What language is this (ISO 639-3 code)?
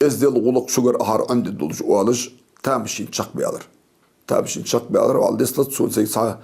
inh